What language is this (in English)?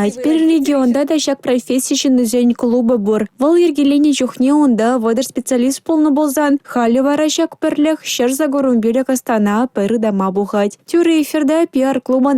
Chuvash